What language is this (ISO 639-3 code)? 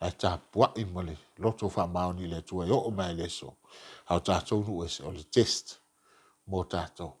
smo